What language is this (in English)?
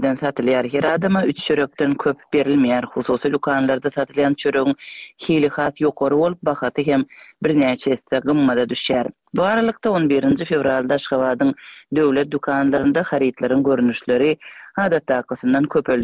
Turkmen